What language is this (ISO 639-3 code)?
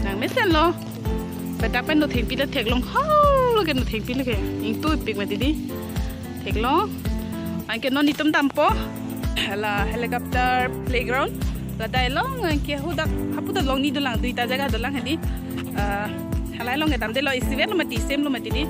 mjw